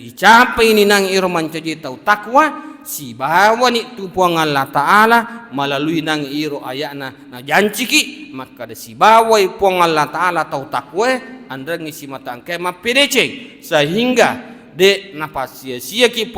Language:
Buginese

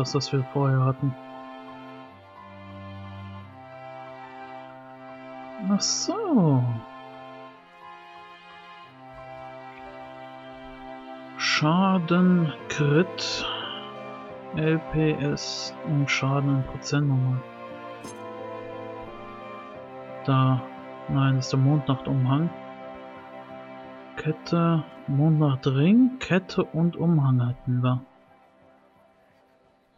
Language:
German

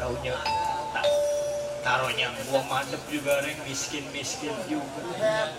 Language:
Betawi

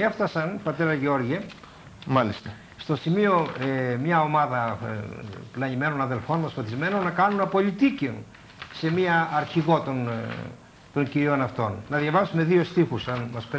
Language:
Greek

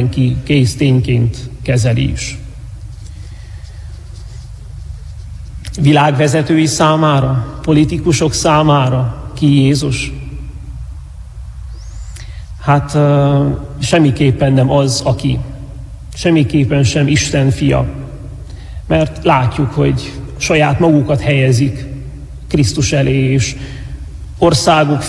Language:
Hungarian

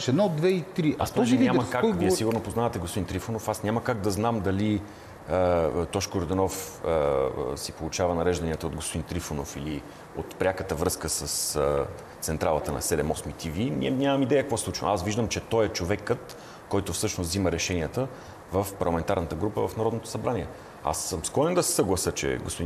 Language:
Bulgarian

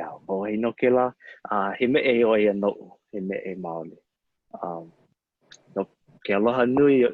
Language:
Hawaiian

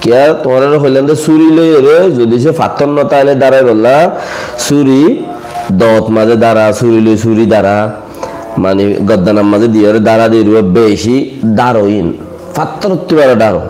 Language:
Rohingya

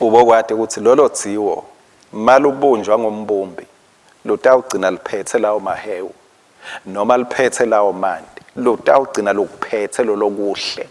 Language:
Swati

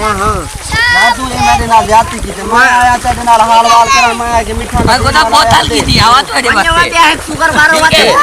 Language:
Saraiki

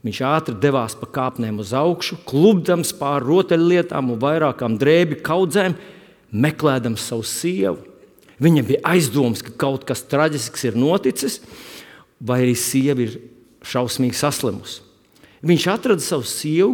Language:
Latvian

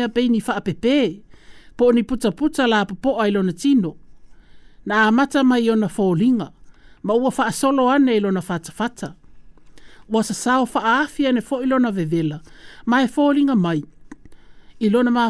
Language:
Samoan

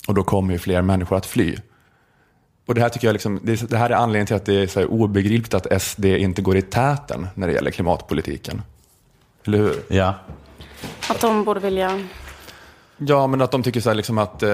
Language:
Swedish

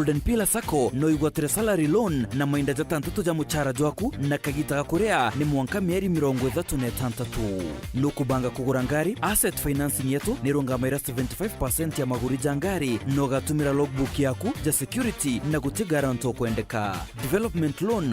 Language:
Meru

